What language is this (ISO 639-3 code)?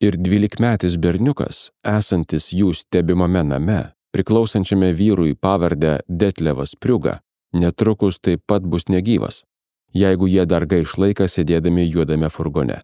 lit